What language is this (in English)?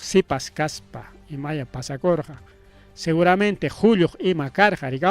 Ayacucho Quechua